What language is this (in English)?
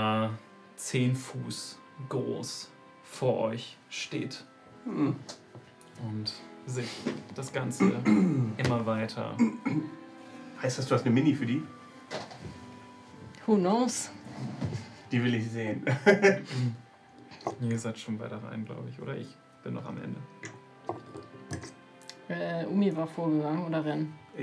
German